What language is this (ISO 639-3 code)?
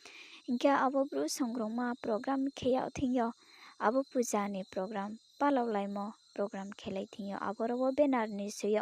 ria